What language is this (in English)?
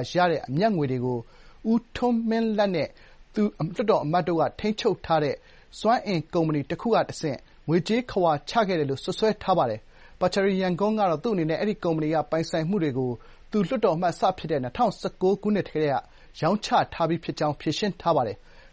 Burmese